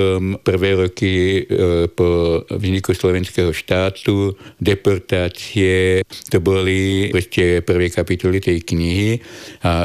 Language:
Slovak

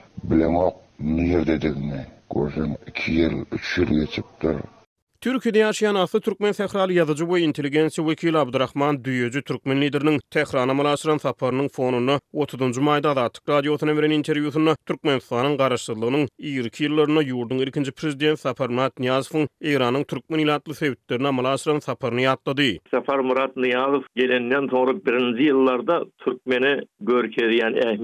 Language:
Turkmen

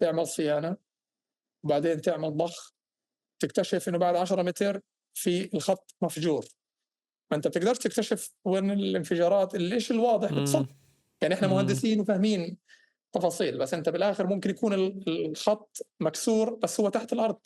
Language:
North Levantine Arabic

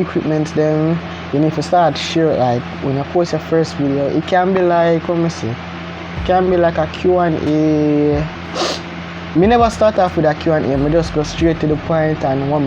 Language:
Jamaican Creole English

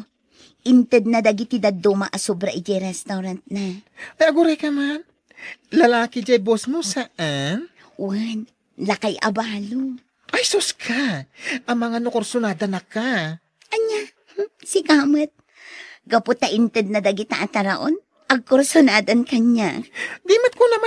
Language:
Iloko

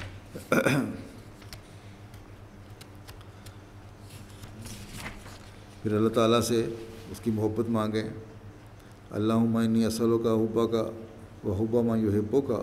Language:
Urdu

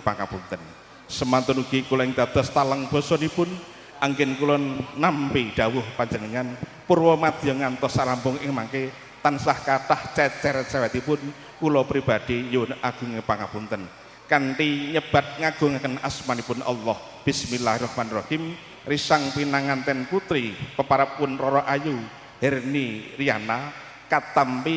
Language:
Javanese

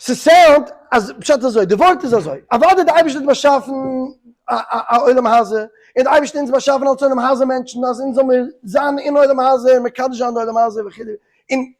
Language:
Yiddish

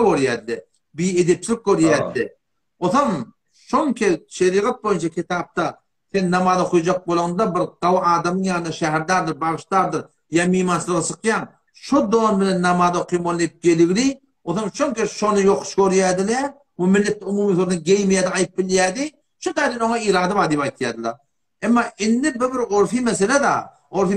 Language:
Turkmen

